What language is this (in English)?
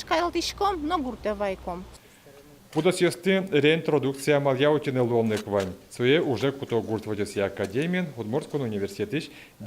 Udmurt